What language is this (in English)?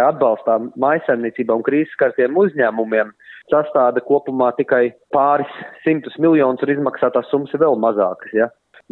Latvian